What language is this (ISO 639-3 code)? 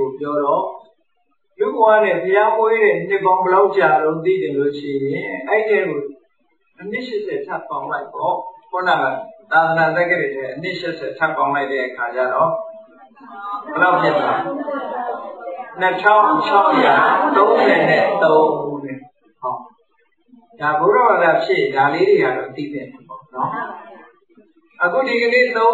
mya